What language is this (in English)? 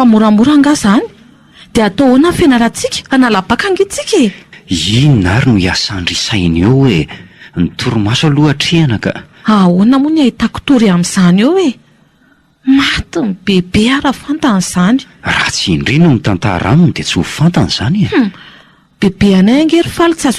Malagasy